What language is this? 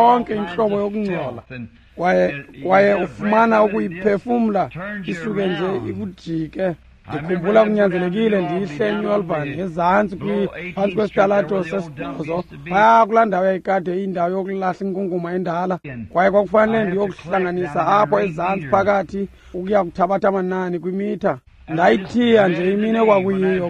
Xhosa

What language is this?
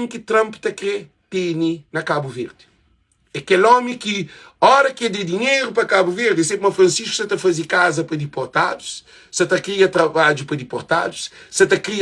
Kabuverdianu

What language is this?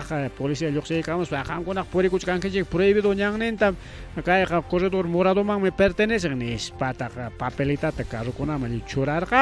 Ayacucho Quechua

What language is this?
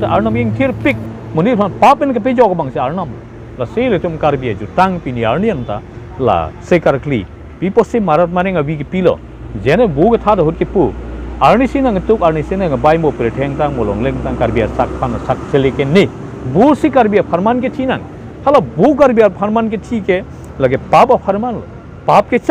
Karbi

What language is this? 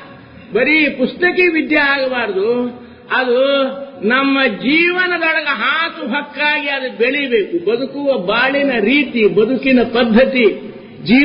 Kannada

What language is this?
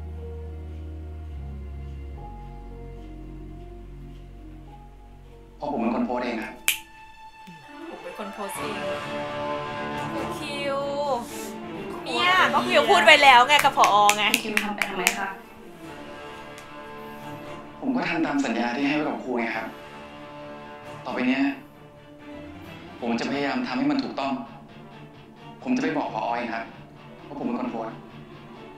Thai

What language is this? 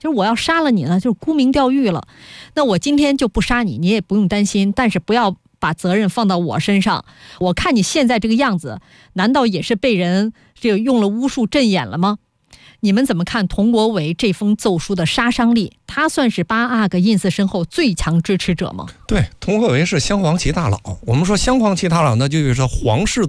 Chinese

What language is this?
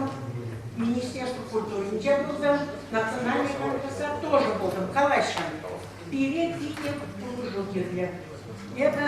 Chuvash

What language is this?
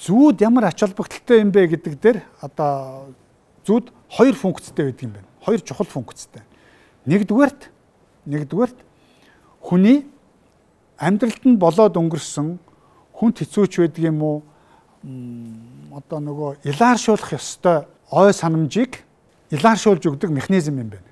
Mongolian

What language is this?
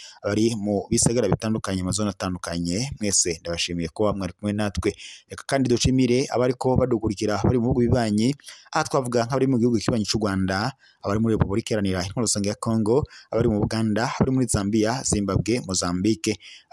Rundi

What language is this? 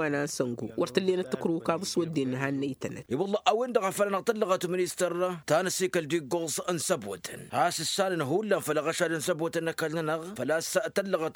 Tamasheq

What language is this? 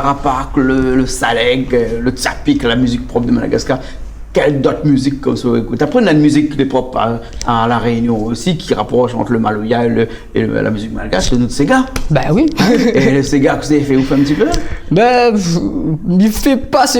Réunion Creole French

